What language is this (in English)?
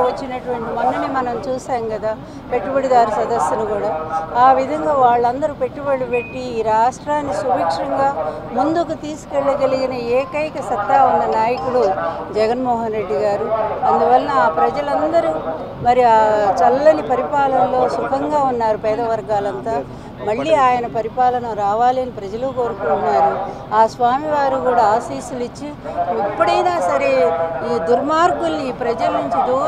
Telugu